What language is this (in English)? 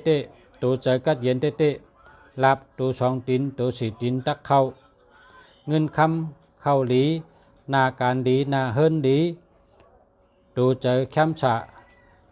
Shan